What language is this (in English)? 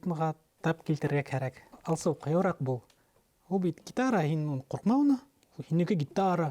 Bashkir